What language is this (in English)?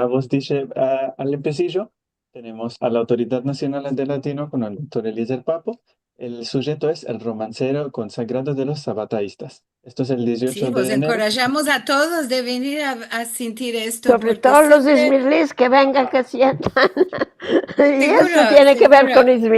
Ladino